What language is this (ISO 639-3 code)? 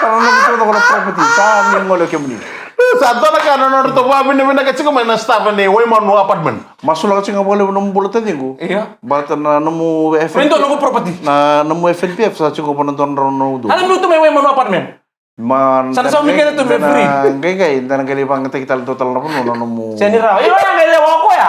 fij